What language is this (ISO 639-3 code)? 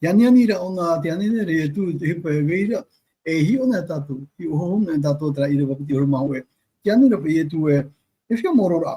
tah